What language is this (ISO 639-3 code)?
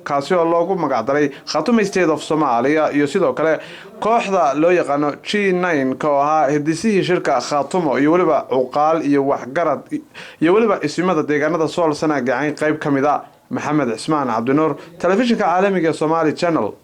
som